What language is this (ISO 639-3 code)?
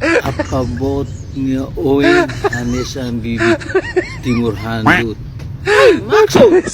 tet